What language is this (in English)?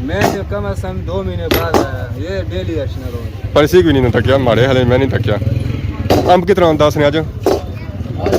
Pahari-Potwari